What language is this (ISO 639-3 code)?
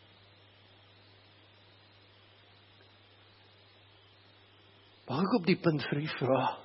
afr